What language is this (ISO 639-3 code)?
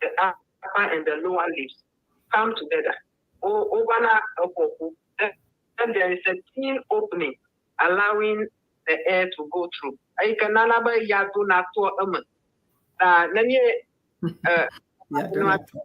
ewe